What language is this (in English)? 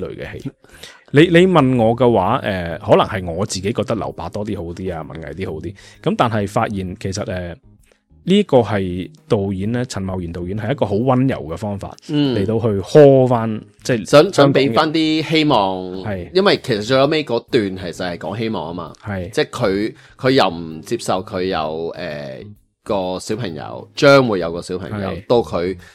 Cantonese